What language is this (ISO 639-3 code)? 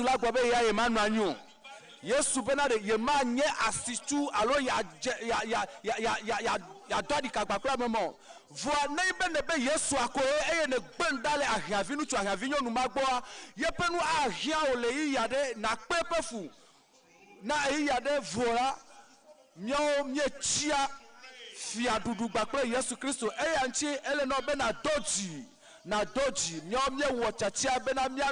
ewe